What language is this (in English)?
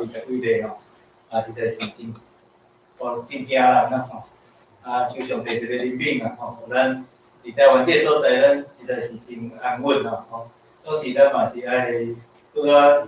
Min Nan Chinese